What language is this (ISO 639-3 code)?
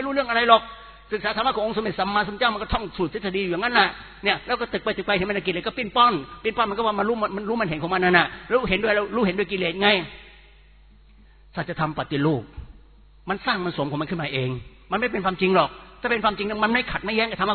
tha